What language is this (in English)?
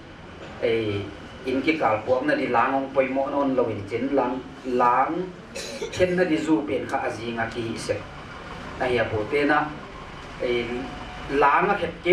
Paite Chin